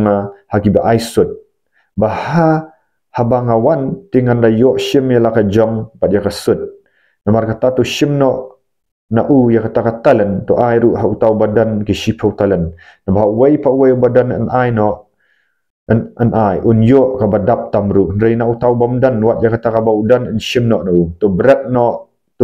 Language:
Khasi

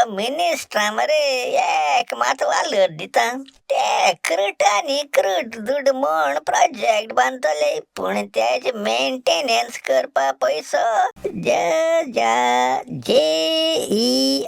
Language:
Konkani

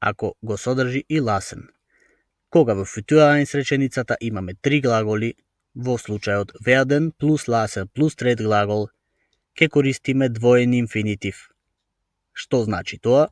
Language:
Macedonian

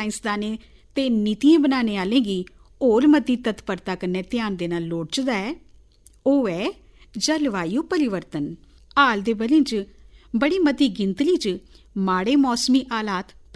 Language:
Dogri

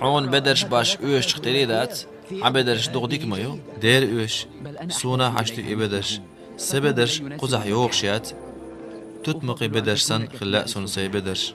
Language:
Chechen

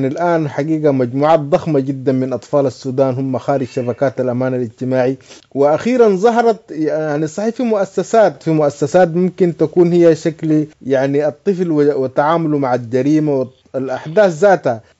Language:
Sudanese Arabic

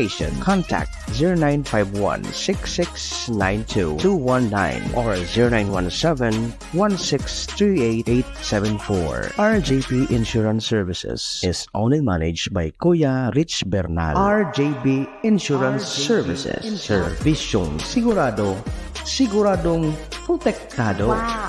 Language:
Bikol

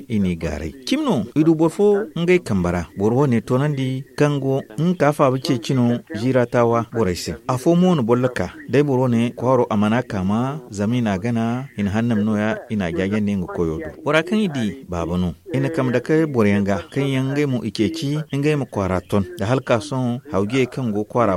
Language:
Zarma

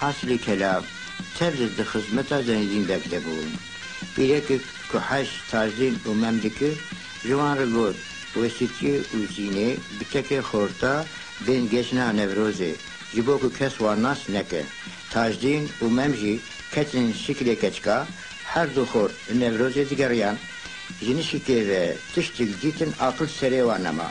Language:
Kurdish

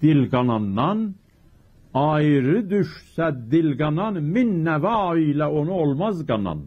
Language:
South Azerbaijani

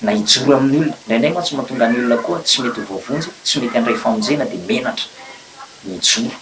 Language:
Malagasy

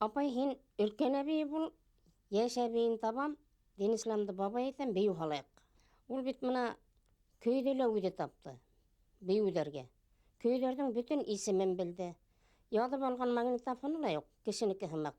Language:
Bashkir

